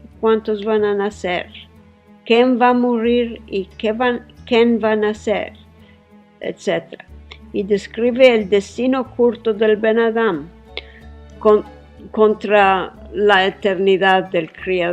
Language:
Ladino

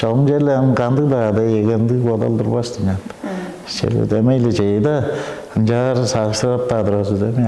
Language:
Tuvinian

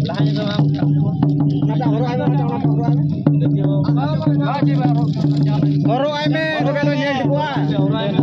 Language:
Santali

